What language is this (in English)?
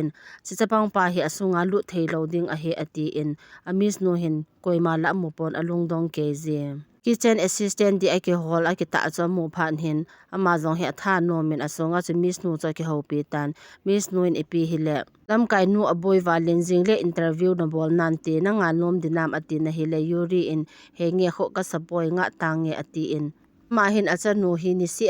Thado Chin